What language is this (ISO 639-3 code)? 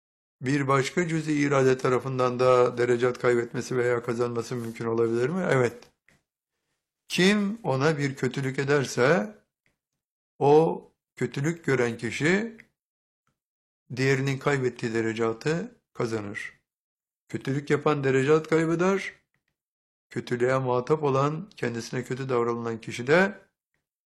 tur